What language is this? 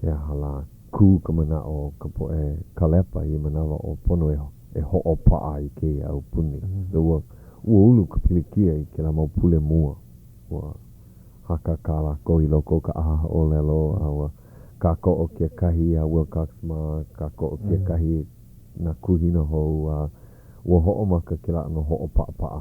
Hawaiian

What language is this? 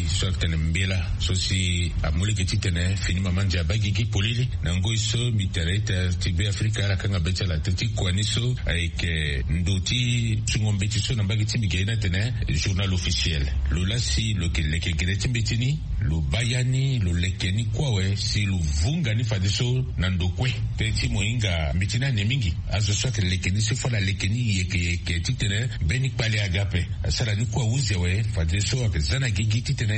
Sango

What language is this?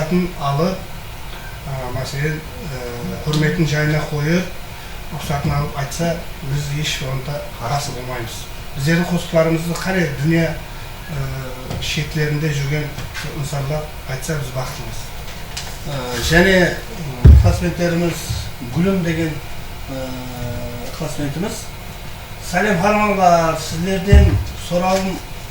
Kara-Kalpak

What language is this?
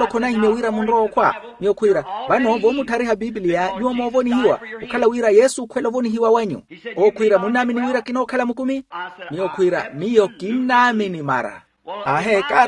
Makhuwa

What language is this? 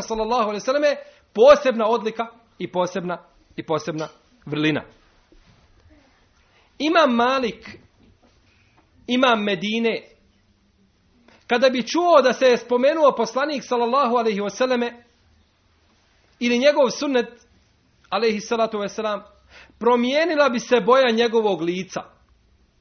Bosnian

